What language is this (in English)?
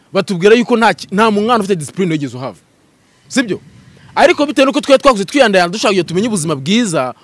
Kinyarwanda